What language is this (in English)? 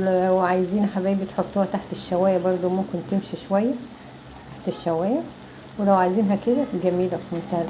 Egyptian Arabic